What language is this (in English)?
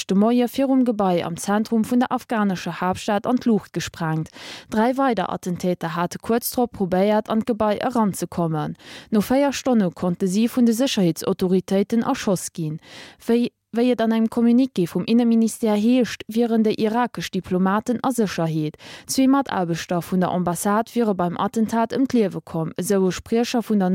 Luxembourgish